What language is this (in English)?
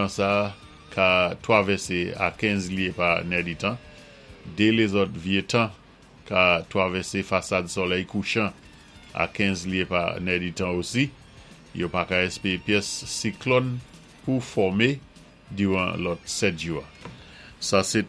Saint Lucian Creole French